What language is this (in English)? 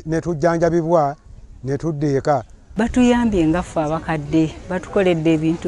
Ganda